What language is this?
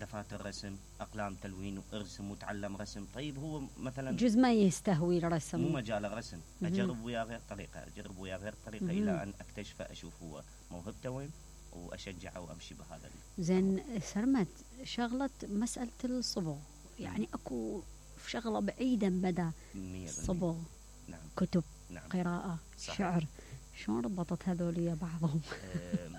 Mesopotamian Arabic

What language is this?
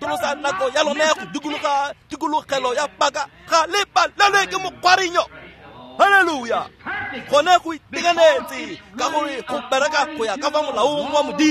Tswana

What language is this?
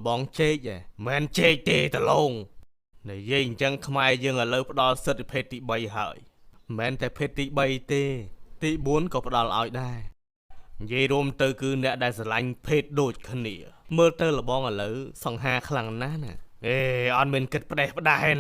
Khmer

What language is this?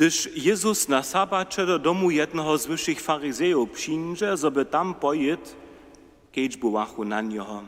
Upper Sorbian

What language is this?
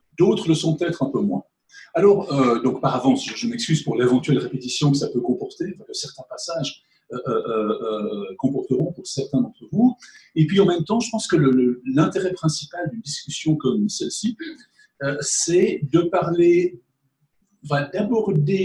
French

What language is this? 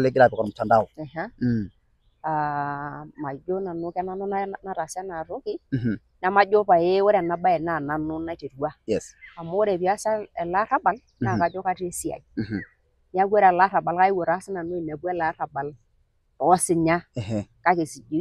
Masai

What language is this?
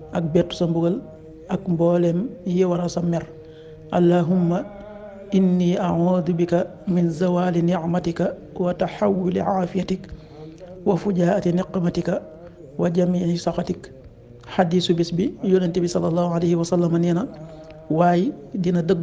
Wolof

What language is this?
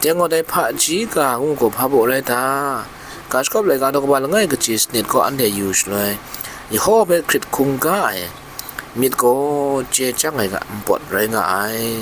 Kachin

